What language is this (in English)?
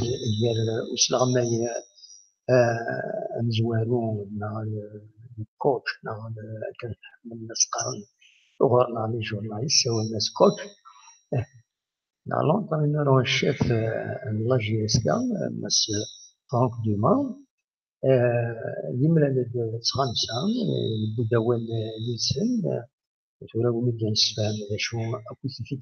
Kabyle